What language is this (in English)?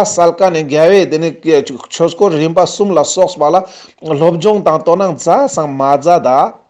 Ladakhi